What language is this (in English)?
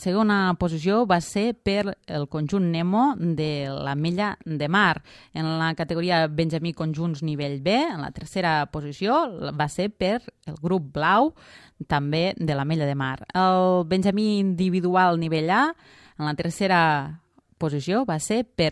Catalan